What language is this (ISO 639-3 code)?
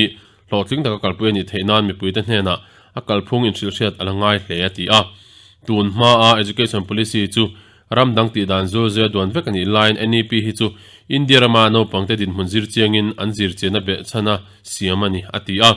lus